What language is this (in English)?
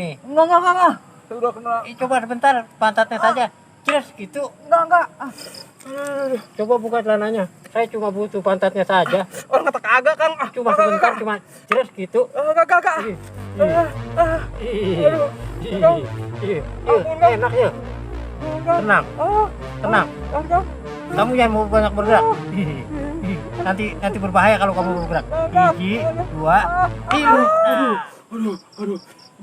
Betawi